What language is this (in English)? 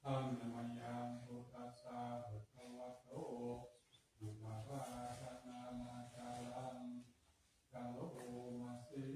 Pali